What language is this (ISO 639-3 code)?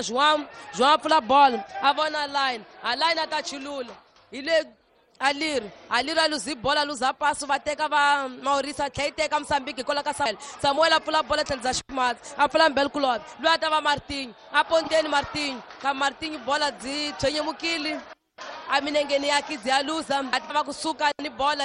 tso